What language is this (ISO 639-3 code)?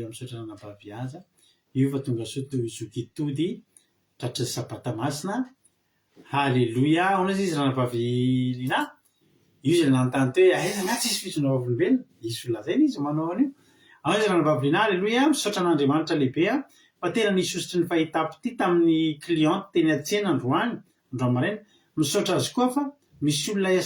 mlg